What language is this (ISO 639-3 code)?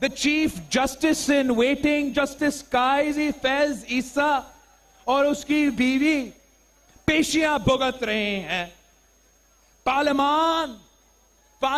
urd